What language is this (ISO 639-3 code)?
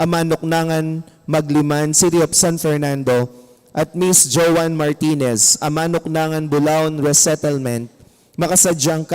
pam